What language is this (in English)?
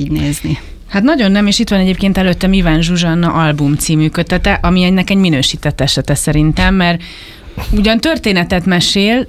Hungarian